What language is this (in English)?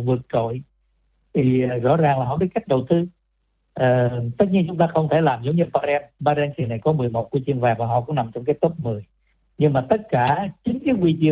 Vietnamese